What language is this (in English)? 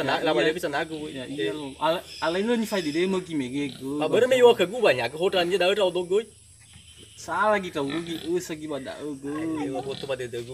Nias